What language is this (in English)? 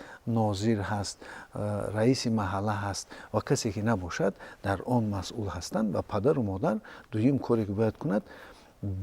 Tajik